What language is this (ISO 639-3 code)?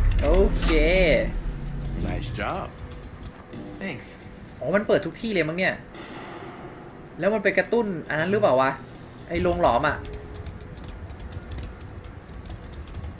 tha